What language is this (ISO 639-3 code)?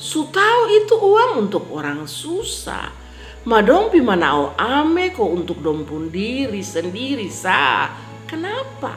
mkn